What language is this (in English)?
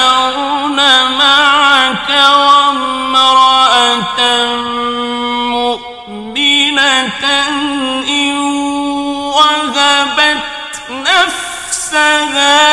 Arabic